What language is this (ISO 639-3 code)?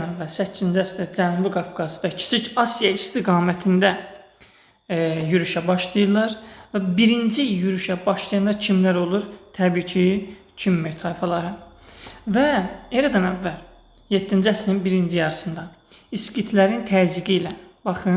aze